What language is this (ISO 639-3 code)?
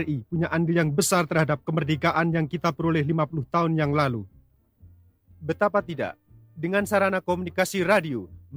ind